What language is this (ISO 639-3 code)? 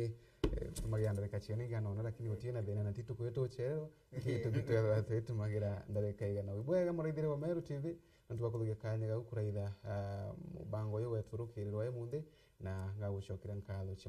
mer